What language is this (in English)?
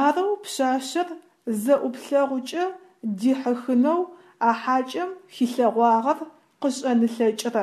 Adyghe